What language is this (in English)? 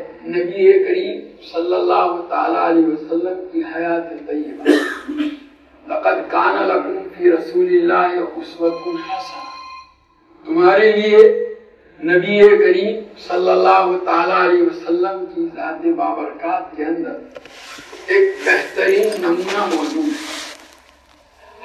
Urdu